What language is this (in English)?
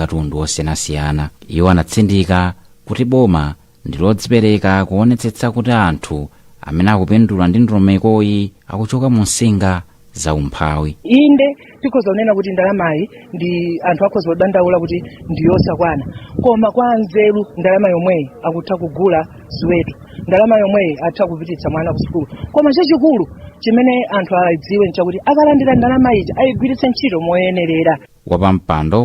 Nyanja